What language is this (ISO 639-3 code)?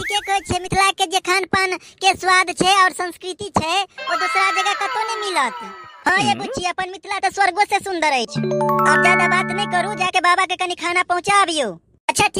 mai